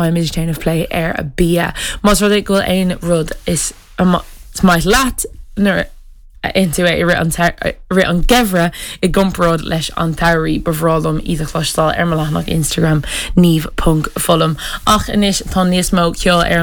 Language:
Irish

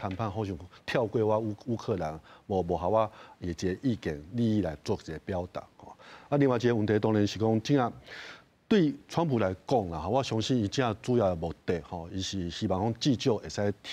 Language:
Min Nan Chinese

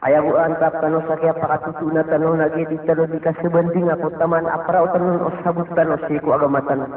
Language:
Maranao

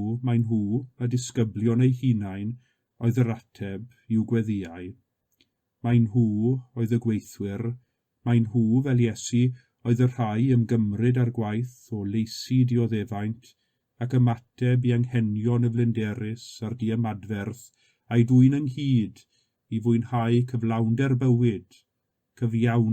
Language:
Welsh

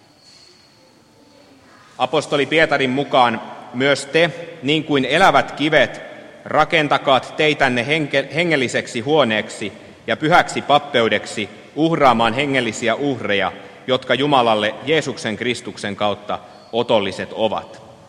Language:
Finnish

